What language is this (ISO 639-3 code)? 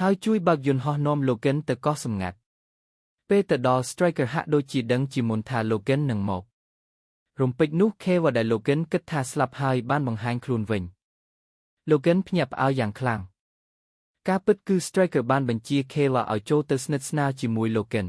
khm